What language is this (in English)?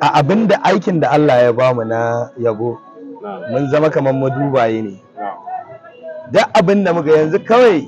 Hausa